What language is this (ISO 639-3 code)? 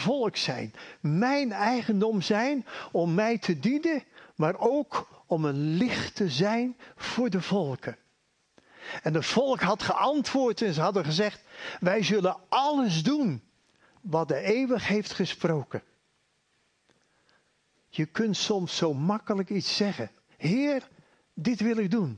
nld